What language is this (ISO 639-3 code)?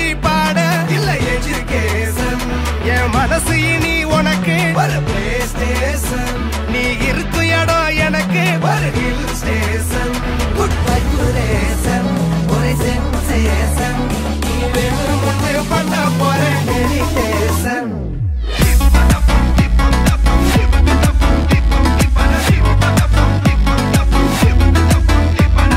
tam